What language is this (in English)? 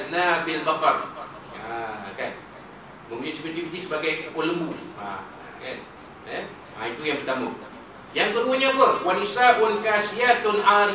Malay